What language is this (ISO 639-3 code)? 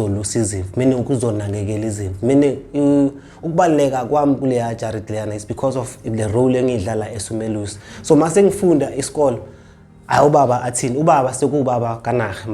zul